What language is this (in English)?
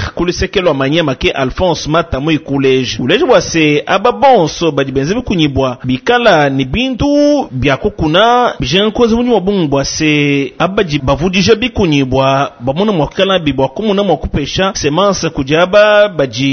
Luba-Lulua